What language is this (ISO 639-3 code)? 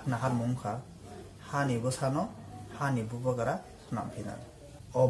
trp